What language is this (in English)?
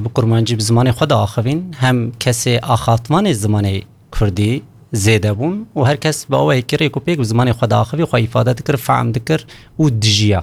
Kurdish